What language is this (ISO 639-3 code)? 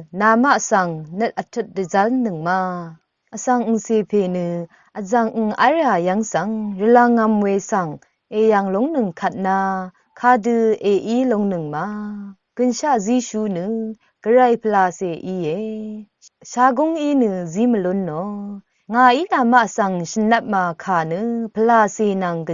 raw